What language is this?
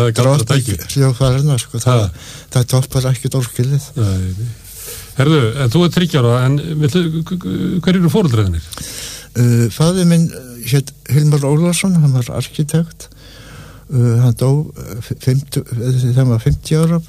Icelandic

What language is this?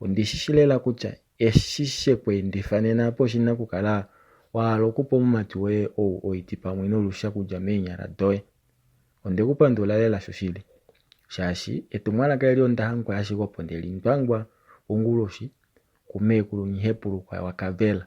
Kuanyama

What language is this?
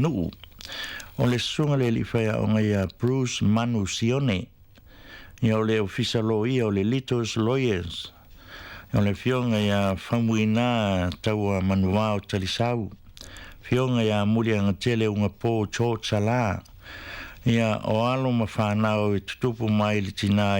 Samoan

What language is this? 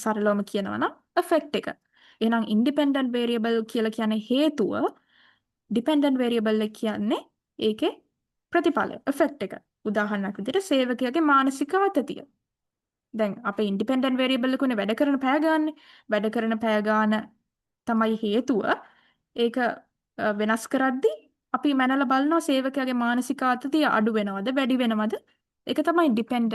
Sinhala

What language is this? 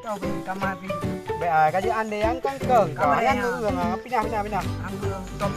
Achinese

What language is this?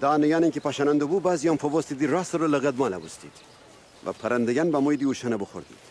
Gilaki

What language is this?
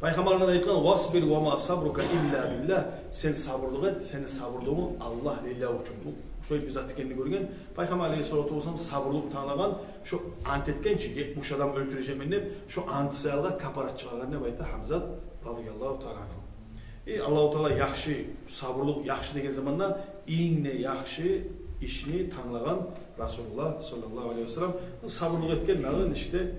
Kumyk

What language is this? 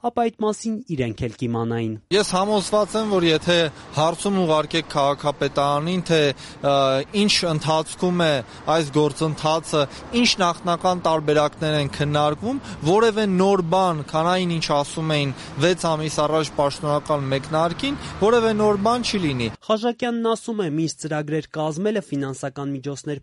Armenian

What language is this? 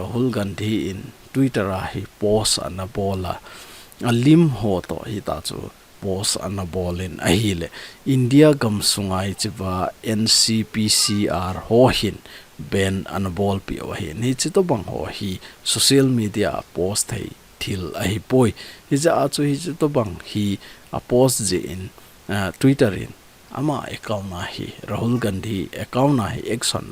Thado Chin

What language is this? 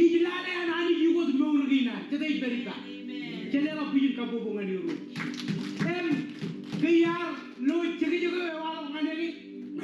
Marshallese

